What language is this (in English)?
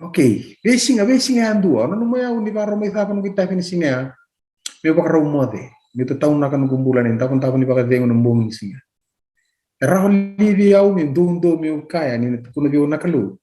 Fijian